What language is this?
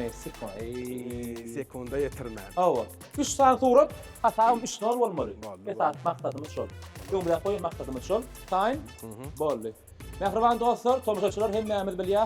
Turkmen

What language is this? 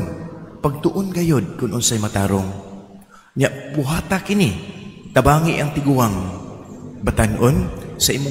Cebuano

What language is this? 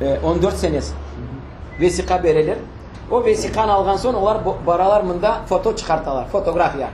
Crimean Tatar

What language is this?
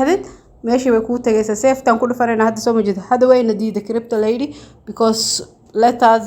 Somali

